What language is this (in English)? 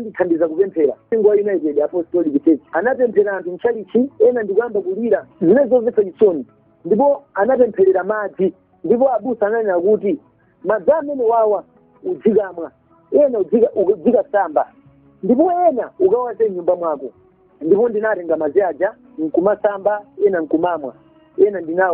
Nyanja